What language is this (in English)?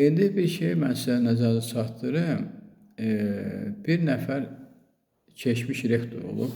Azerbaijani